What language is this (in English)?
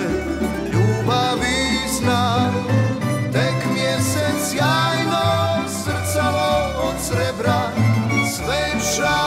Croatian